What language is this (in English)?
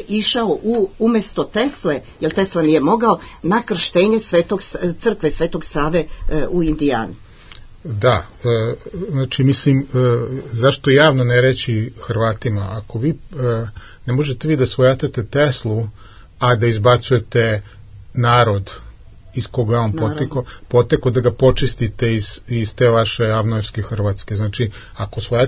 Serbian